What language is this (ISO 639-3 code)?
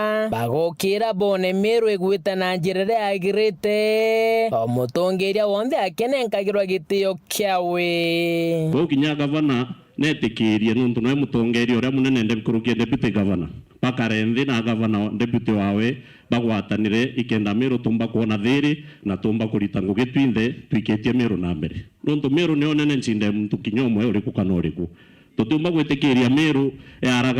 mer